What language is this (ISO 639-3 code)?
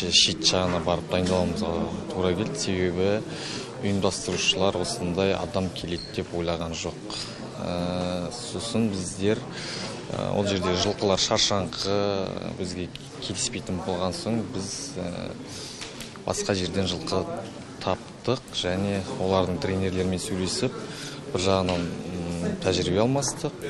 kaz